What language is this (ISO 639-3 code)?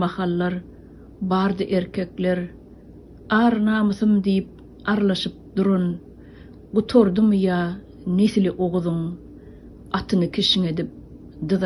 tuk